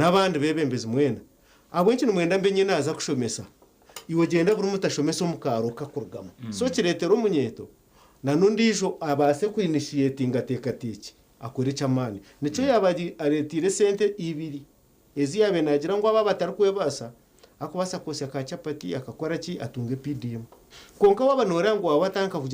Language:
Nyankole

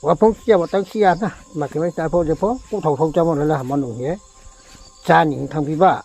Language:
Riang (India)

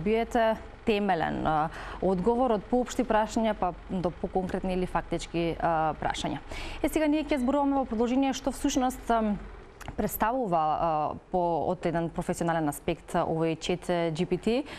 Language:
Macedonian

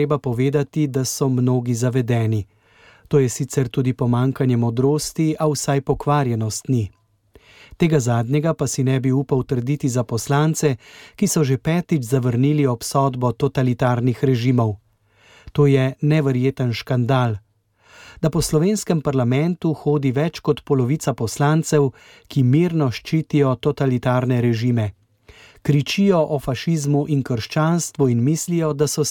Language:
Slovenian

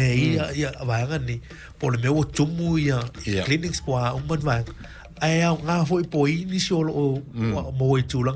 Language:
Samoan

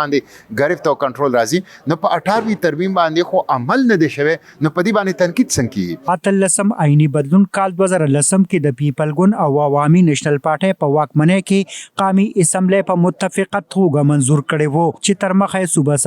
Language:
Pashto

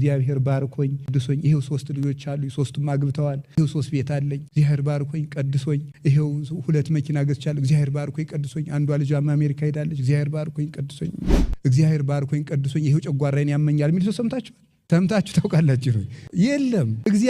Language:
Amharic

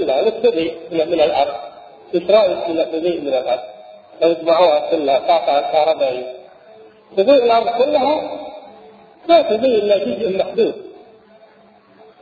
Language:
Arabic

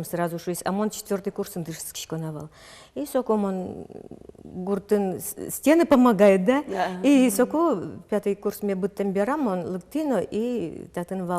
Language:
Udmurt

